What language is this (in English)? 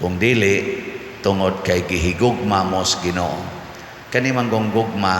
Cebuano